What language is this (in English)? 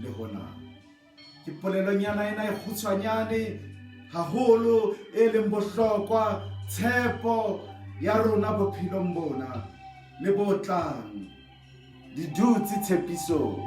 Southern Sotho